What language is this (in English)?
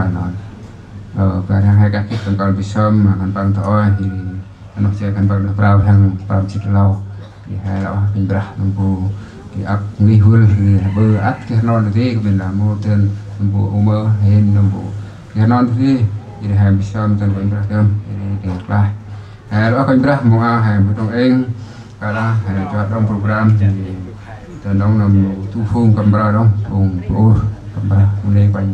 Central Mnong